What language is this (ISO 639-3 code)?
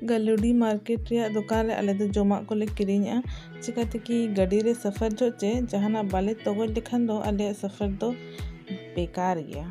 sat